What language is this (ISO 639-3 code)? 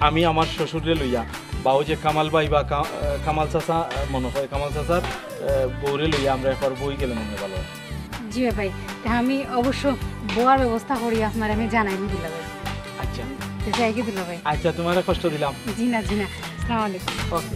syl